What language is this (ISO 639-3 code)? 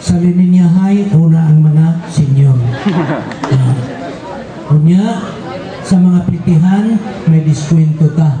ceb